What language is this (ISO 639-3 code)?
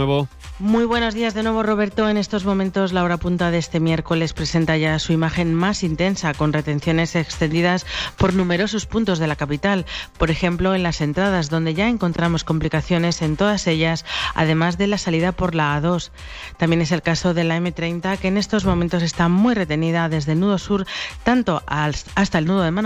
spa